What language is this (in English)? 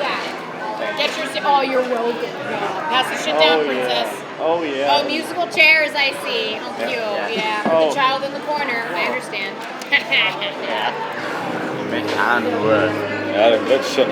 Bavarian